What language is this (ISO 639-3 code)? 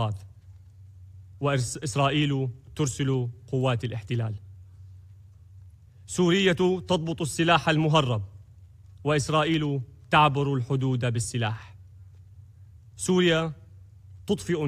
ara